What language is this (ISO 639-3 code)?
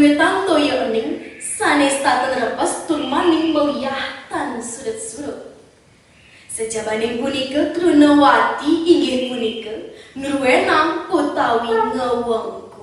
ban